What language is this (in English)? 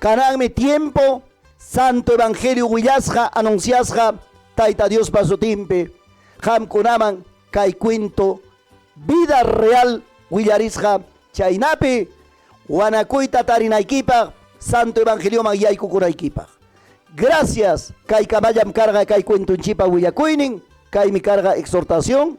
Ayacucho Quechua